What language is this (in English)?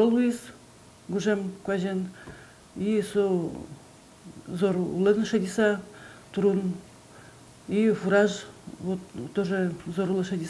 Udmurt